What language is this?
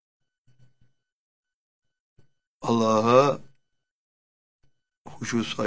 Turkish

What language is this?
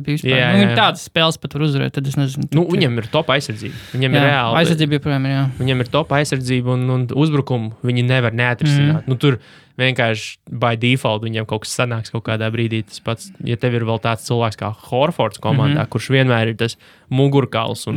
Latvian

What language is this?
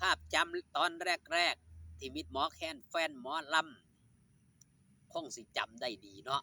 Northeastern Thai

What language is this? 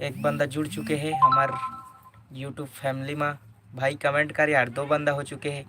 Chhattisgarhi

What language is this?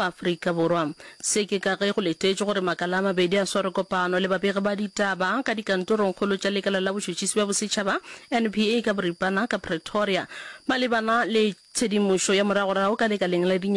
Northern Sotho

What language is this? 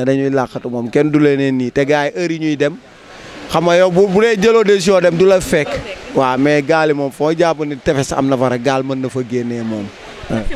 Wolof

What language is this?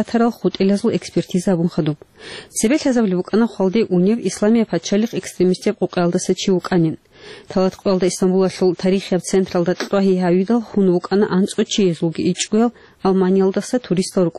Avaric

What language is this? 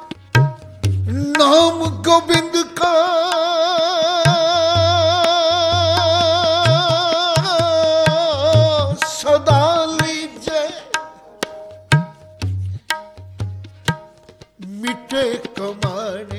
Punjabi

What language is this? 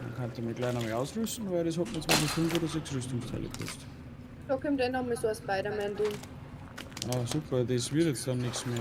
Bavarian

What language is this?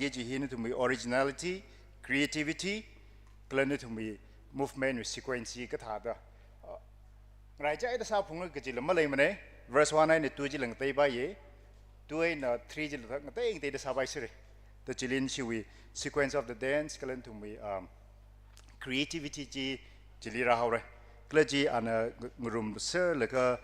Tangkhul Naga (India)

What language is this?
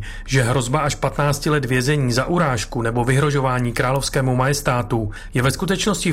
Czech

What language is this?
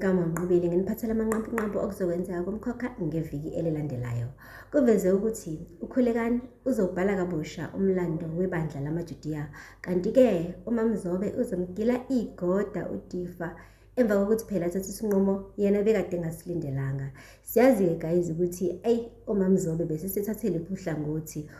Zulu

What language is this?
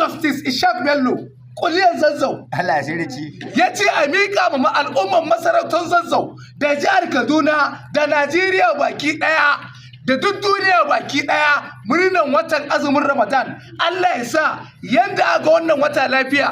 Hausa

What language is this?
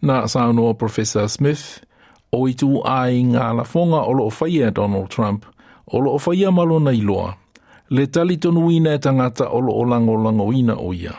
Samoan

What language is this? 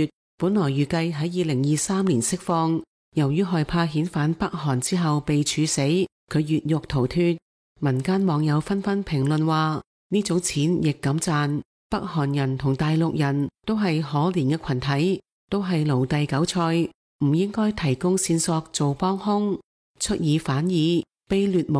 Cantonese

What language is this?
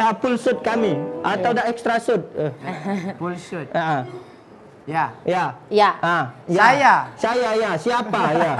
Musi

